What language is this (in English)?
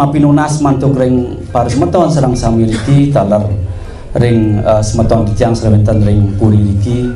Balinese